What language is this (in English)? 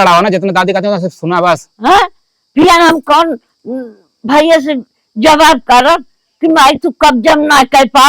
Awadhi